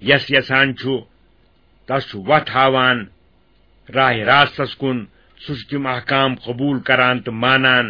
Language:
Kashmiri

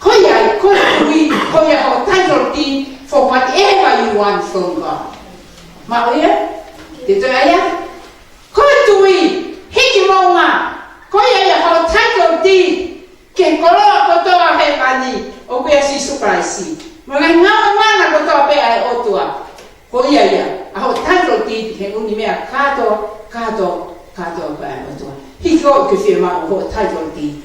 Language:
Tongan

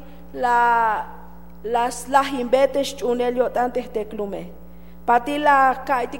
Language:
Tzeltal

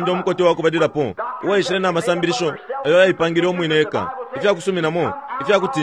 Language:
Bemba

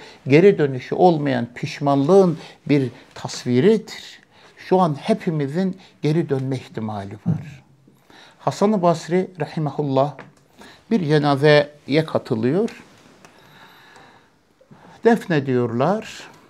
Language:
Turkish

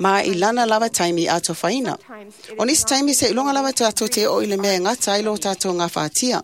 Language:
Samoan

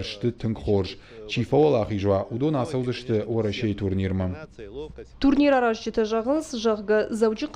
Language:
Ossetic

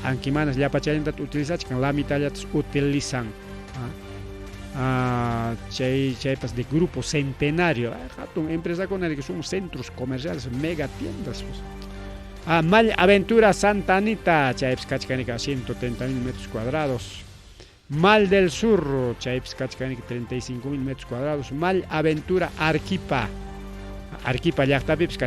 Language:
Ayacucho Quechua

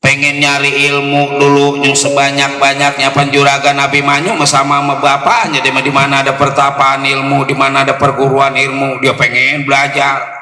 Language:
Betawi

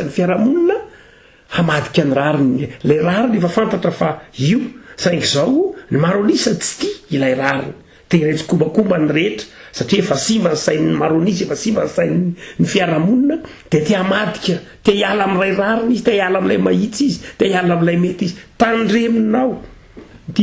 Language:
Malagasy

